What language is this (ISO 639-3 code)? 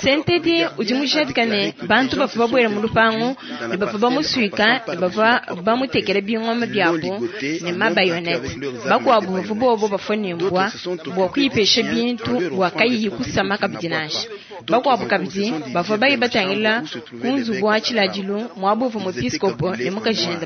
lua